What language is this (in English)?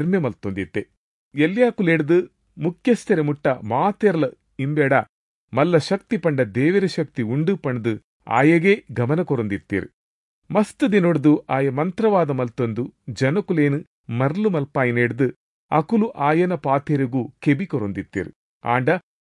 Tulu